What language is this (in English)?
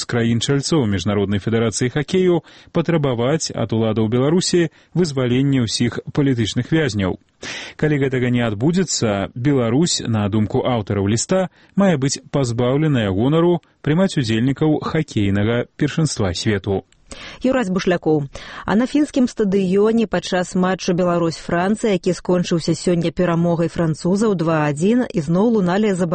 Belarusian